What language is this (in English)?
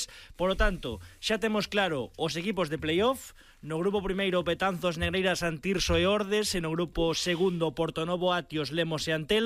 Galician